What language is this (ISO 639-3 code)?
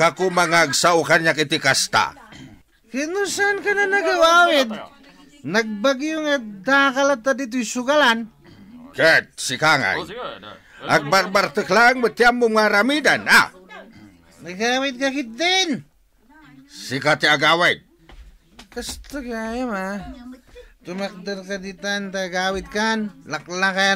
ilo